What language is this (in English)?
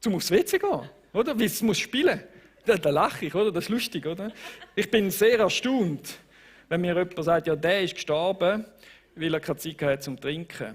Swiss German